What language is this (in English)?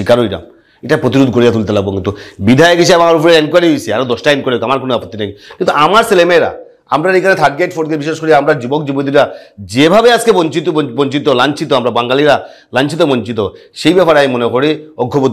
Sylheti